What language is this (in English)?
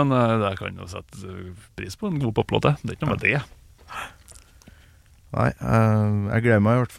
Norwegian